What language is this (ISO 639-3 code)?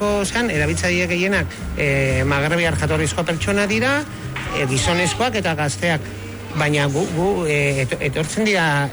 eus